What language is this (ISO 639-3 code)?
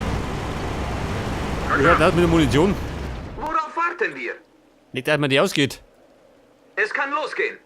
bar